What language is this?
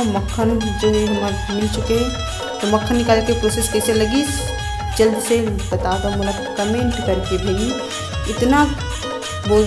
Chhattisgarhi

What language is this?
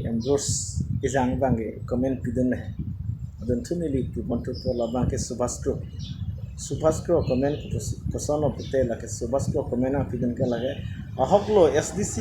Karbi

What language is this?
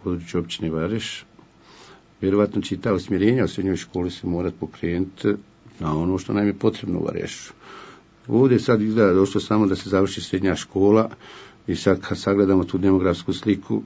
Bosnian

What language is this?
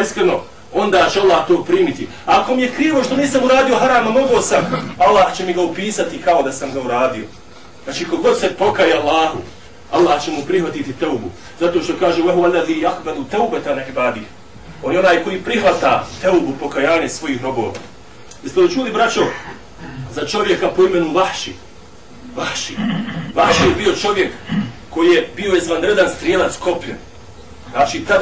Bosnian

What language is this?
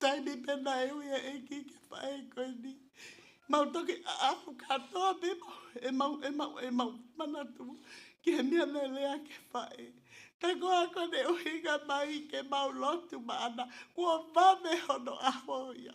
Tongan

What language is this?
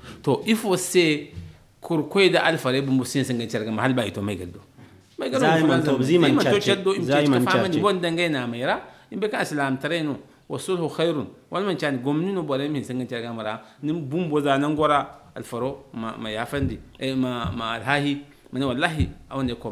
Zarma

